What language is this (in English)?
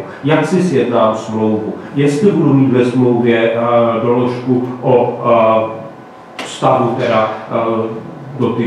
Czech